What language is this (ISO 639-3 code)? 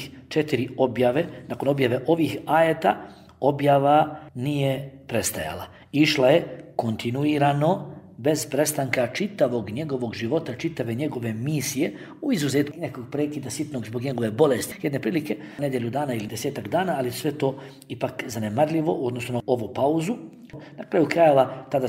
bos